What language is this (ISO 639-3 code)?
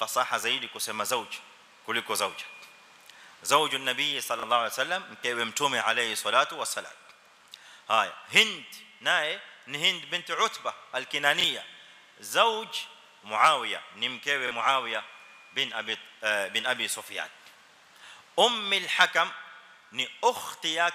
swa